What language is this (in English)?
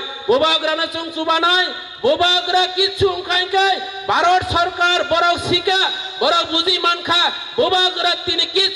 Kok Borok